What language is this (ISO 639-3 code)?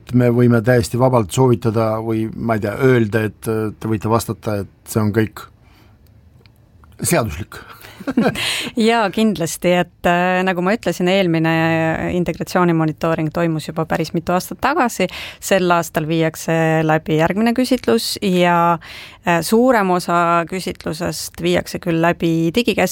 est